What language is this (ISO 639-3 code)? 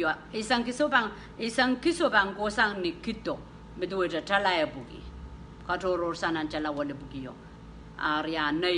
pon